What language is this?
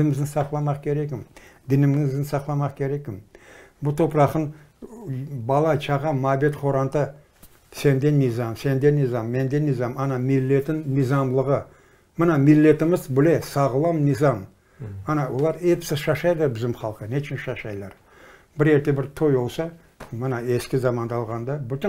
Crimean Tatar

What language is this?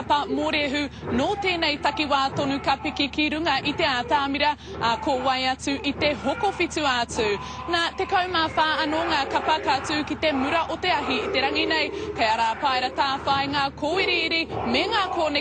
Māori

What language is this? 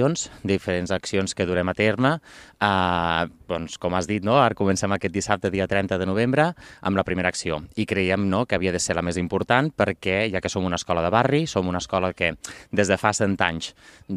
Catalan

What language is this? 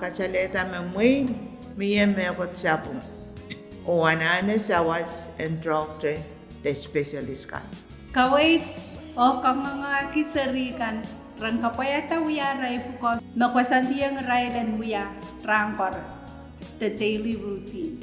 Pohnpeian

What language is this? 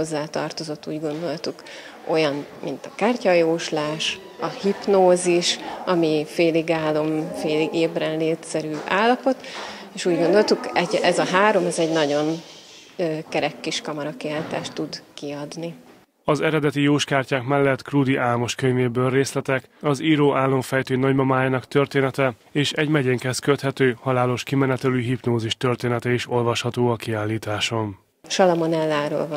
Hungarian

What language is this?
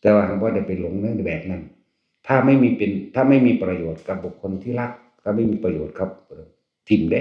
Northeastern Thai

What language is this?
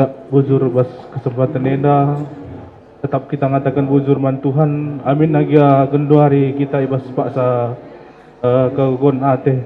Batak Karo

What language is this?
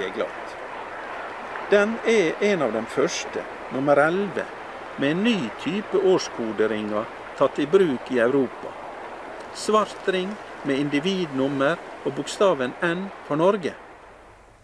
Norwegian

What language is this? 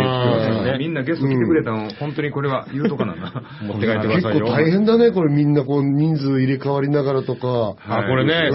Japanese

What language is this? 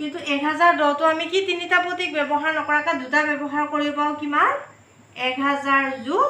Assamese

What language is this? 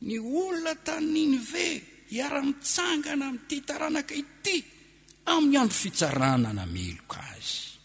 Malagasy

